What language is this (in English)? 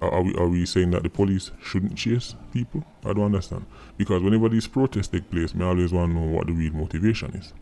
Jamaican Creole English